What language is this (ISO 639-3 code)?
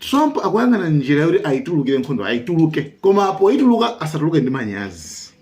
nya